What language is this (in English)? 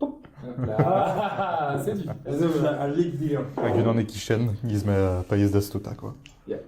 Breton